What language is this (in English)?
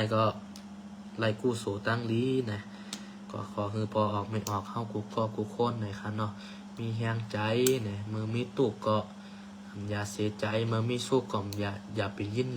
Shan